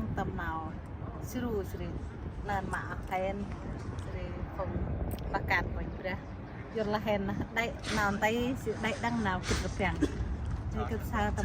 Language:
Central Mnong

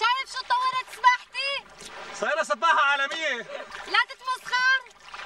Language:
North Levantine Arabic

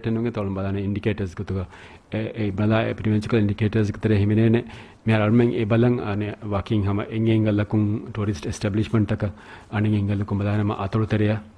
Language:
Divehi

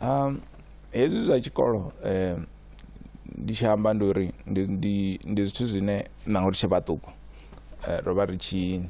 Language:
Venda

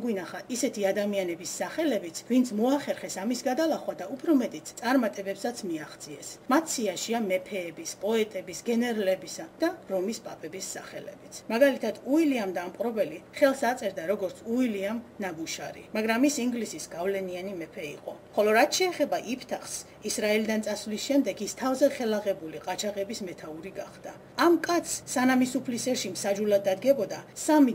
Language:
Georgian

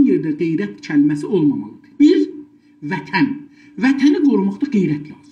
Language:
South Azerbaijani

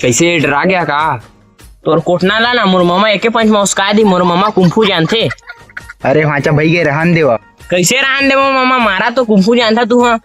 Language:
Chhattisgarhi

